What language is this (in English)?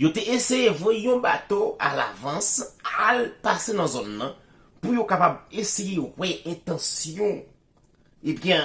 Haitian Creole